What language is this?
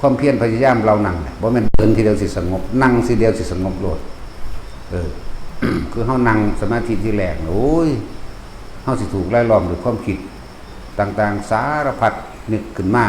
Northeastern Thai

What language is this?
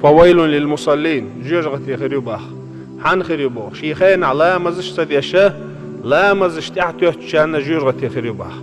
Chechen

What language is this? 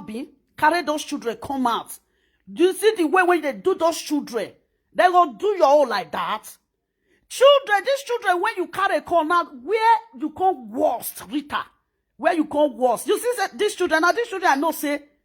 Nigerian Pidgin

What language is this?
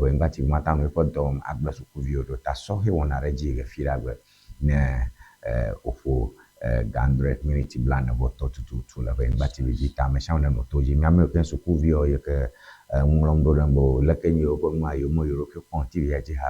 Ewe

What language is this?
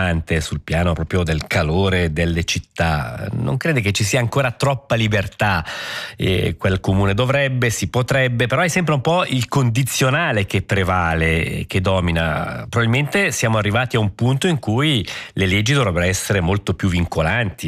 Italian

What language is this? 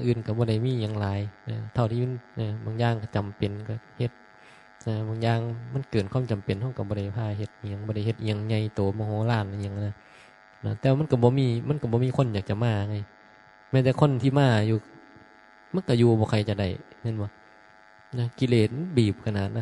Northeastern Thai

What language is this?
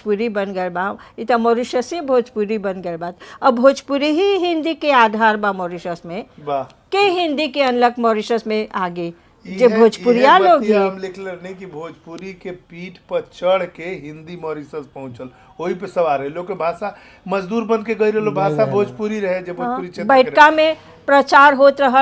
Bhojpuri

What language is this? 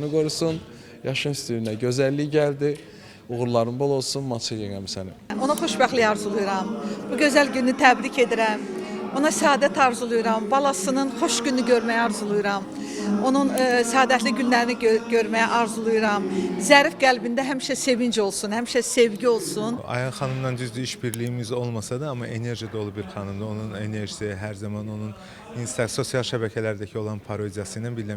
Azerbaijani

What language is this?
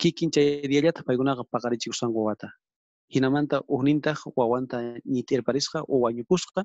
South Bolivian Quechua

